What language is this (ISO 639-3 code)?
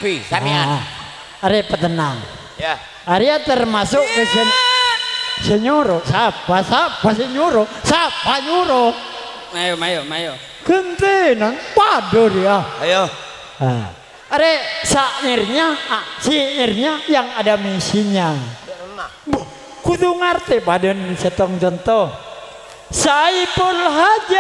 mad